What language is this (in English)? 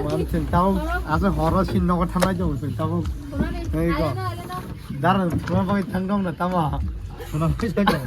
Kok Borok